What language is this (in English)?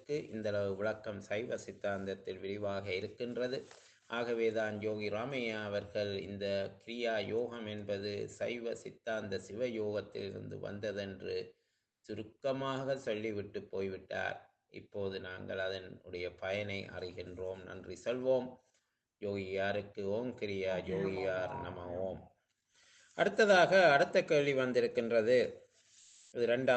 Tamil